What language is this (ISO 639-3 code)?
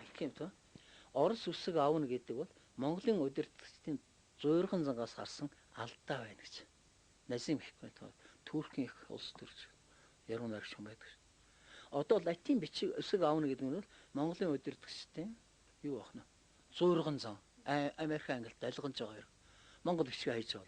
mon